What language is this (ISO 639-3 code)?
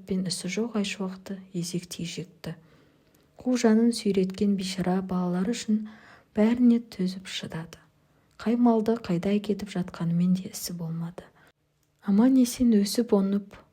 kaz